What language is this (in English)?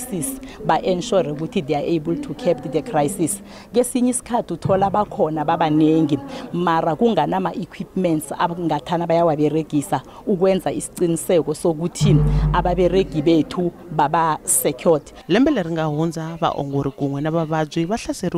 Tsonga